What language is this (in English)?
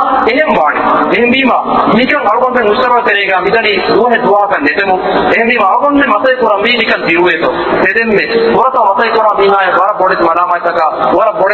Divehi